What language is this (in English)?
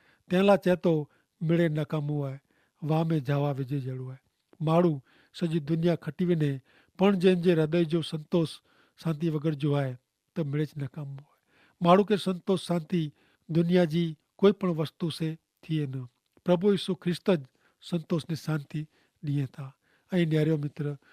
Kachhi